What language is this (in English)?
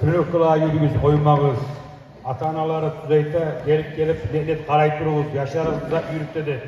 Kumyk